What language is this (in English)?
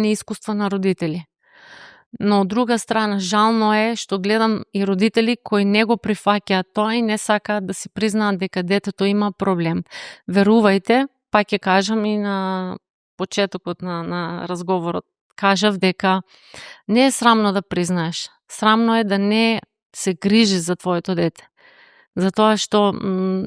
Macedonian